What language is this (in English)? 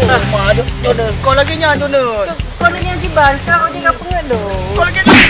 Achinese